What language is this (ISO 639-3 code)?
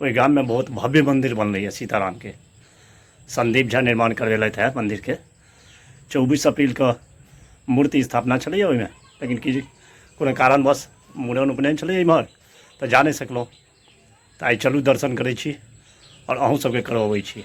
mai